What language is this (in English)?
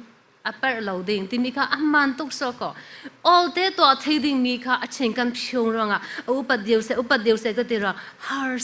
Falam Chin